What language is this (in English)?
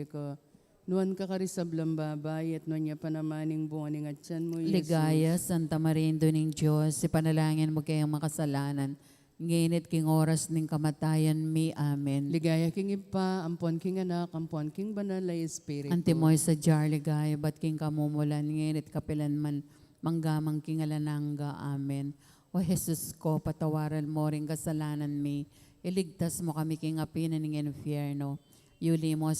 Pampanga